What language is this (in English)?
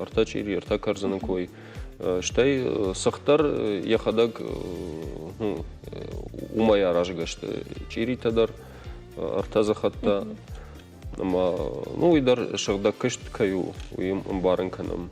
Ossetic